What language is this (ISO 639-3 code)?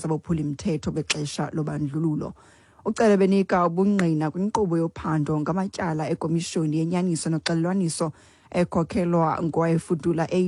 xho